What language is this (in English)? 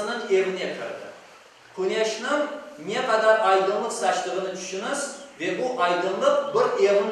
Crimean Tatar